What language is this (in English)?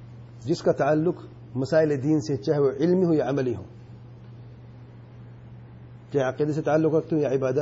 Urdu